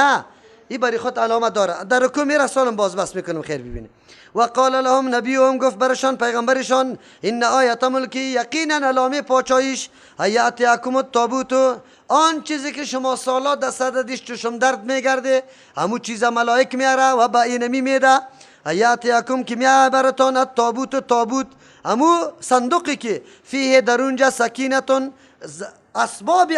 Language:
Persian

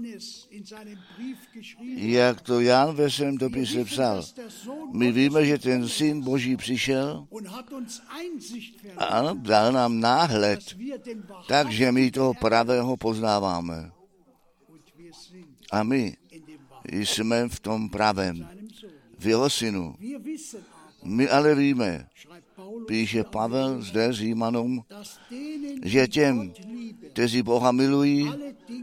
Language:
Czech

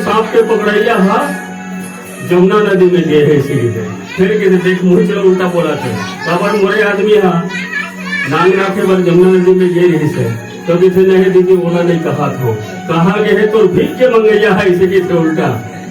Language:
Chhattisgarhi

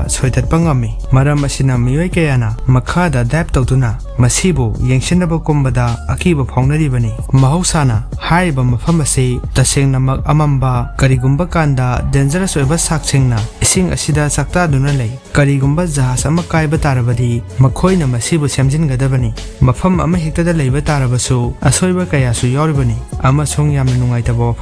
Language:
Manipuri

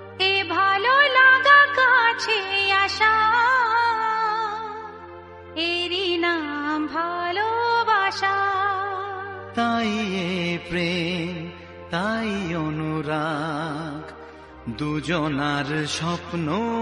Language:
Bangla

